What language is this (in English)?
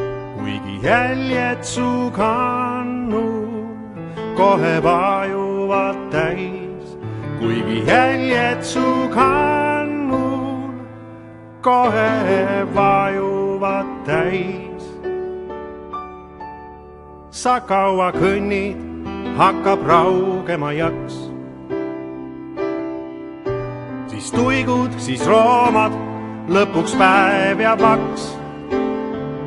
Estonian